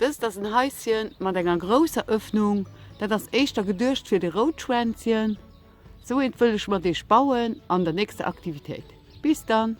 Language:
Luxembourgish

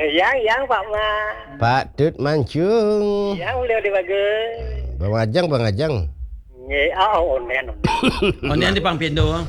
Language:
Balinese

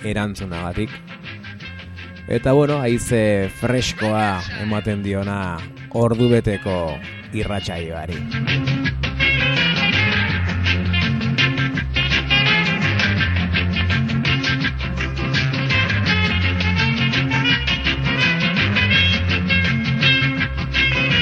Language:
Basque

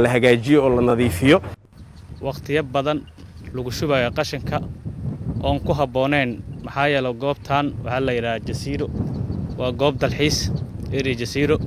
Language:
Somali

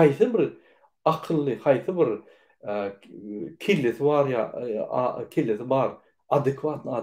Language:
Turkmen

